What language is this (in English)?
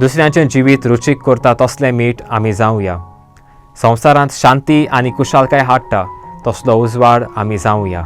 Konkani